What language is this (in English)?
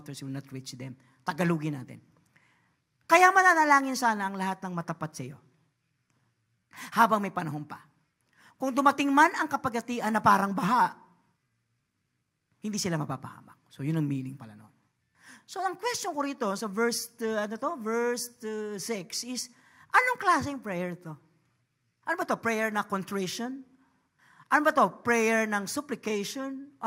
Filipino